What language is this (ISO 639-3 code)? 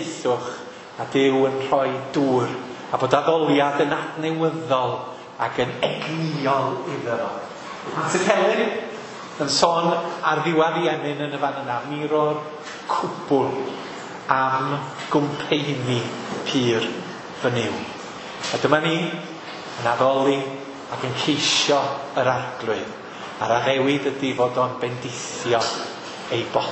cym